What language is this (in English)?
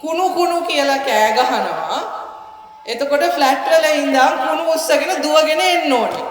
Sinhala